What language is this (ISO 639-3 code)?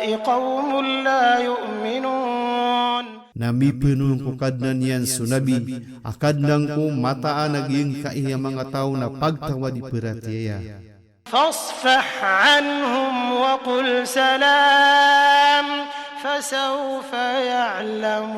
mrw